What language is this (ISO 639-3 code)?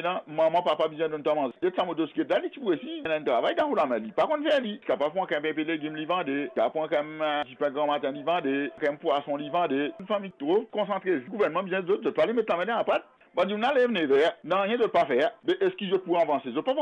mfe